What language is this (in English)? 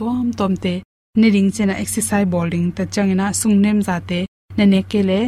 Tedim Chin